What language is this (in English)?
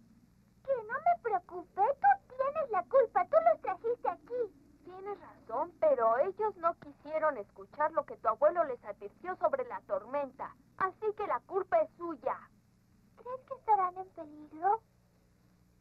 Spanish